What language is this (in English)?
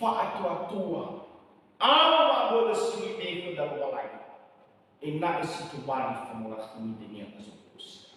Nias